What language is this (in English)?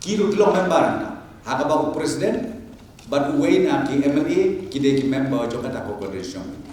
Khasi